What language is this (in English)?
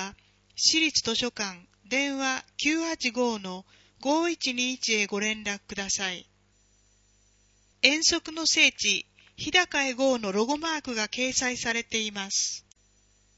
Japanese